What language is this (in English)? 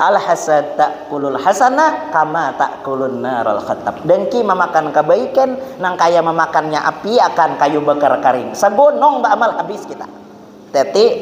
Banjar